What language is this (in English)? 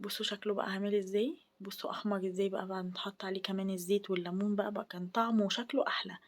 Egyptian Arabic